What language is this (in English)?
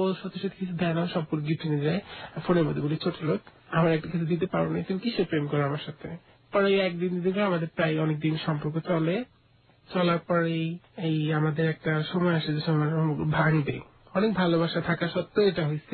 Bangla